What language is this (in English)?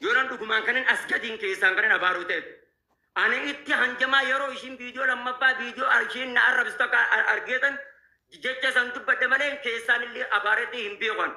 Oromo